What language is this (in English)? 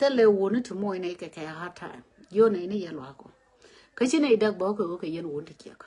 Nuer